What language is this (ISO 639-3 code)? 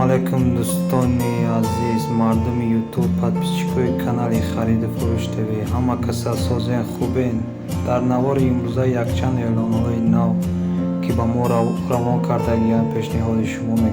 tgk